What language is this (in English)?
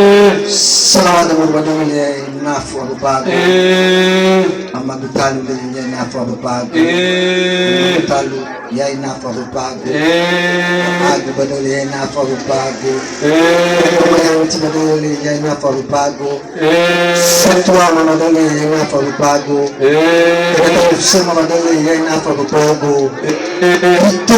Nias